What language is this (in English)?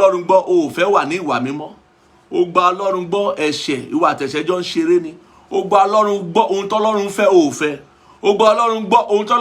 Yoruba